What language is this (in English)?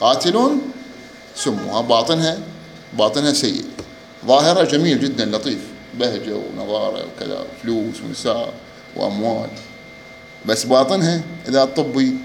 Mesopotamian Arabic